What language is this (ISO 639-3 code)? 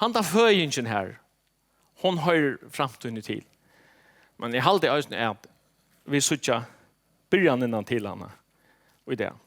fao